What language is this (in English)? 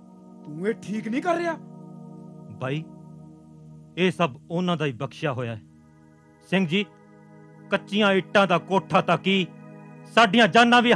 Punjabi